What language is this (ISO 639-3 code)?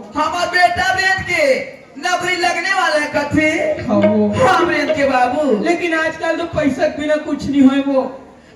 hne